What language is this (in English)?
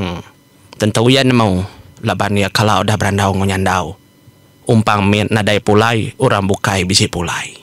Iban